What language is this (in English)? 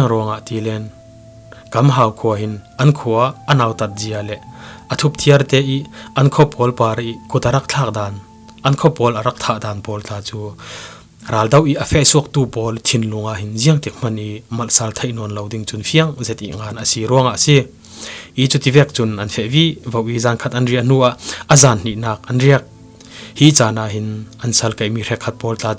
Falam Chin